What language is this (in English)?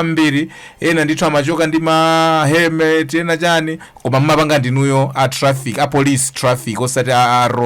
Nyanja